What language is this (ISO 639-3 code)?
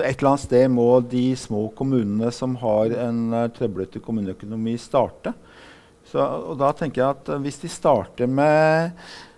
nor